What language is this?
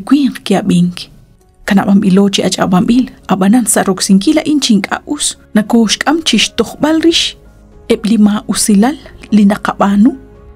Kekchí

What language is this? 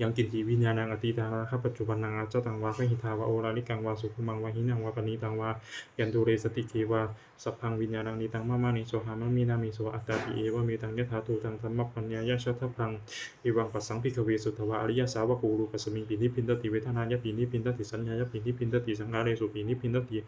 Pali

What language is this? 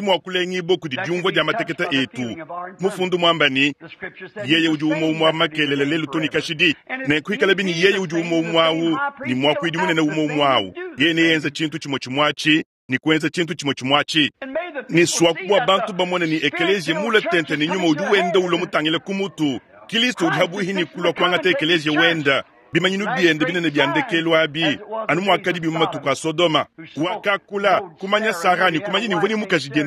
Luba-Lulua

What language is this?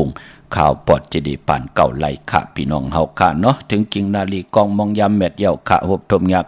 Shan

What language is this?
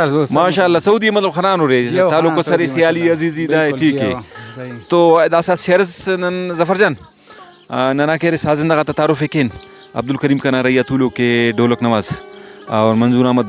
Brahui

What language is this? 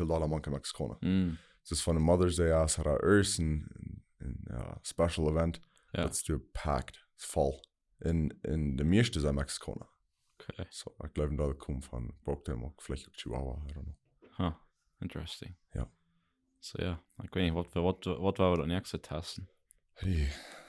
Plautdietsch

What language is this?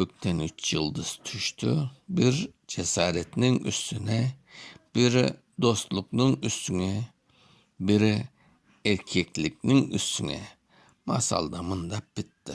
Crimean Tatar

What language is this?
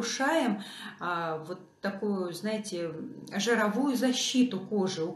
Russian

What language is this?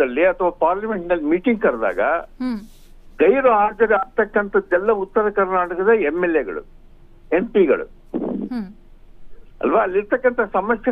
Kannada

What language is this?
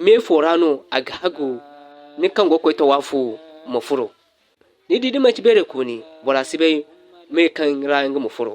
Zarma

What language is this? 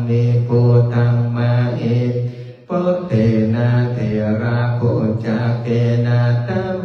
Pali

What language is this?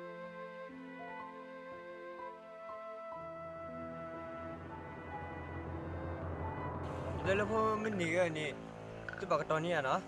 S'gaw Karen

